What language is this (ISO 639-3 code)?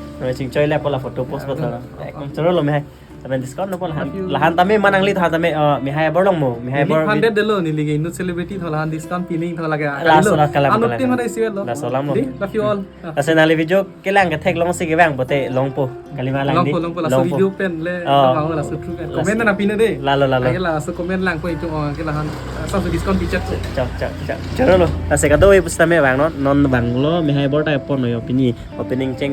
mjw